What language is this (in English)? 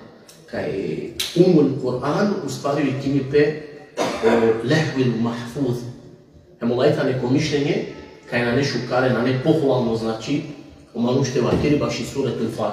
Balkan Romani